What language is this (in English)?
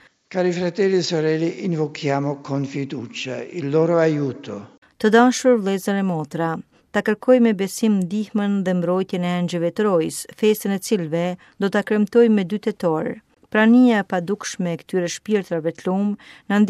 Albanian